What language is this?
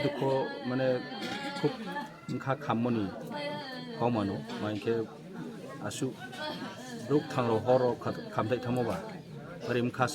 Kok Borok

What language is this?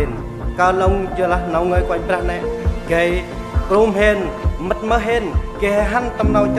Central Mnong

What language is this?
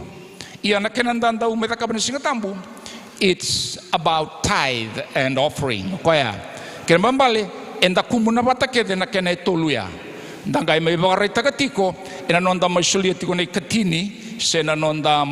Fijian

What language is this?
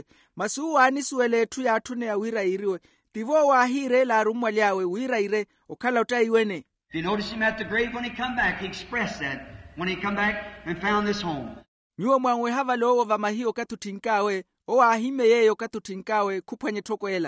Makhuwa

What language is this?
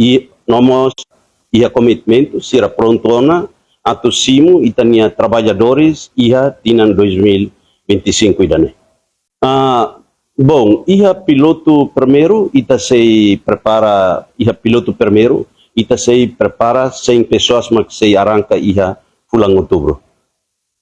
Tetum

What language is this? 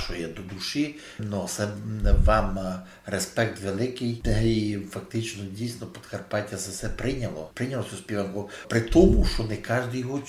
Rusyn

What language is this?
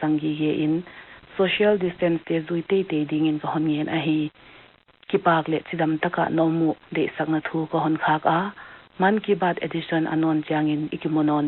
Paite Chin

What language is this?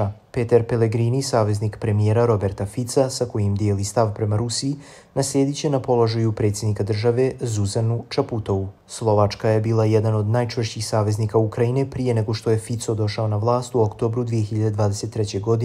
Croatian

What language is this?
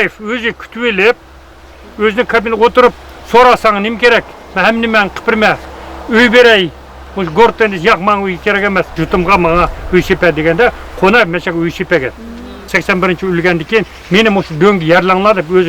Uyghur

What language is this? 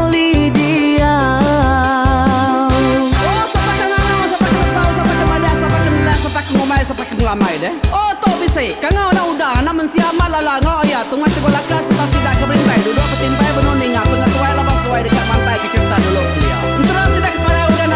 Iban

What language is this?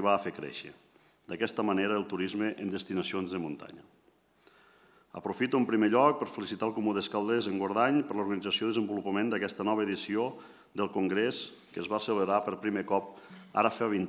Catalan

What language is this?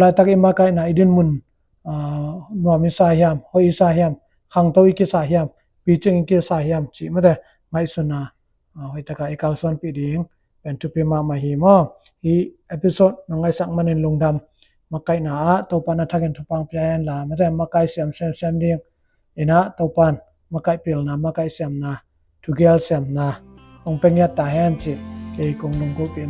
Tedim Chin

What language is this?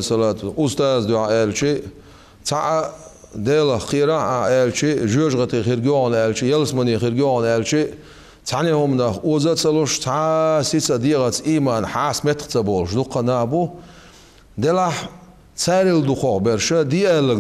Chechen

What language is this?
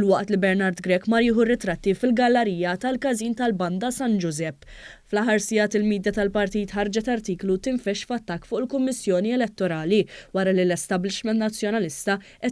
Maltese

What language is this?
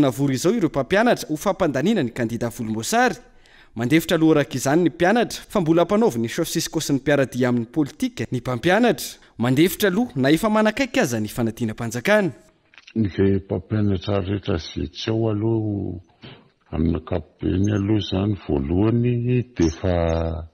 Malagasy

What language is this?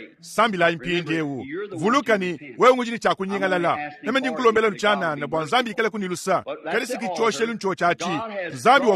Luba-Lulua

